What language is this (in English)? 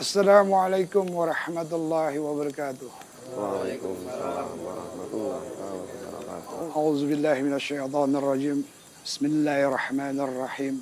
Banjar